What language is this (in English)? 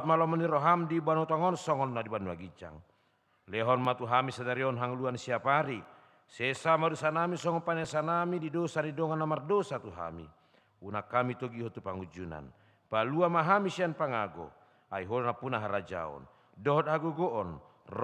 Batak Toba